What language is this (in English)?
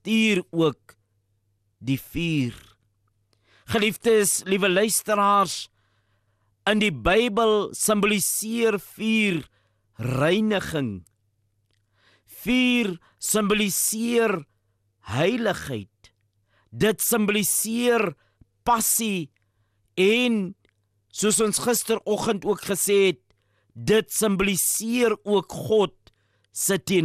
Afrikaans